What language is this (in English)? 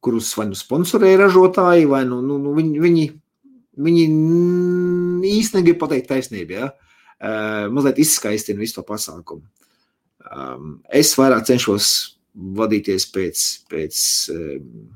Latvian